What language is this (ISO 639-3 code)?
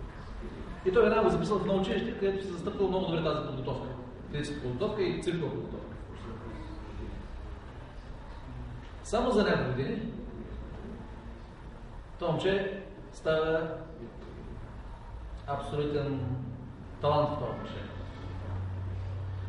bul